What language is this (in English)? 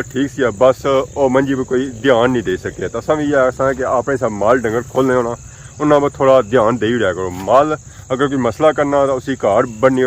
Pahari-Potwari